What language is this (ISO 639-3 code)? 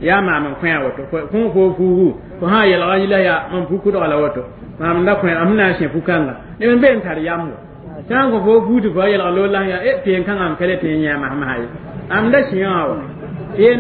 mos